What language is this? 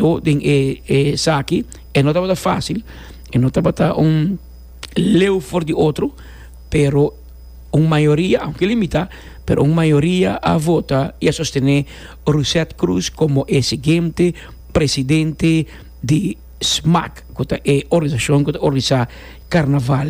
Papiamento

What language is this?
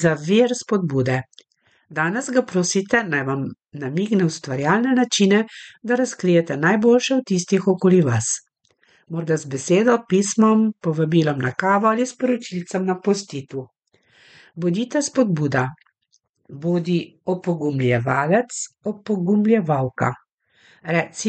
Slovenian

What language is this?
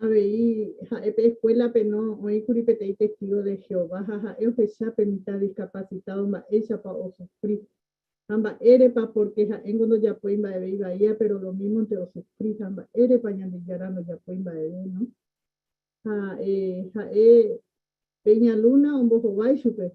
Guarani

